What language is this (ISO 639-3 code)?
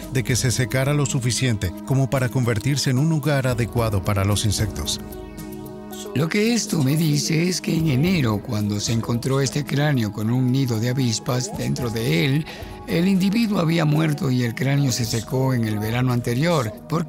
spa